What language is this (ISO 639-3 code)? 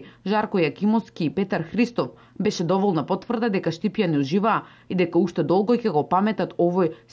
mkd